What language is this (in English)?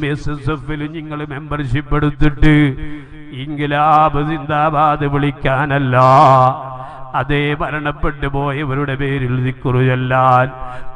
Malayalam